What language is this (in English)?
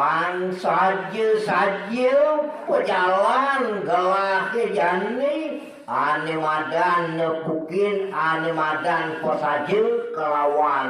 Balinese